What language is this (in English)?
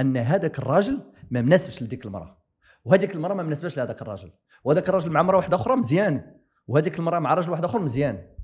Moroccan Arabic